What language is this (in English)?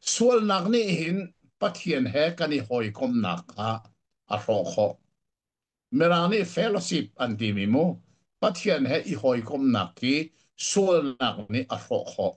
Hakha Chin